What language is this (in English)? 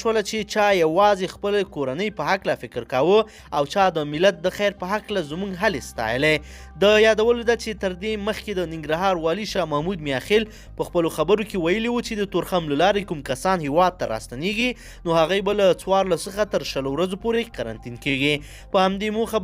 Pashto